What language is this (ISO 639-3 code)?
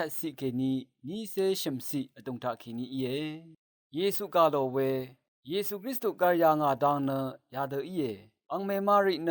raw